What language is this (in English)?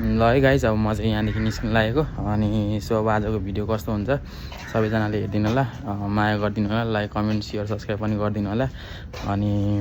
Nepali